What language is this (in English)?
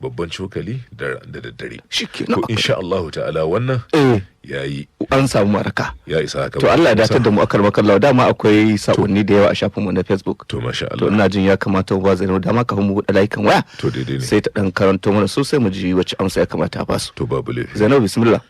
Hausa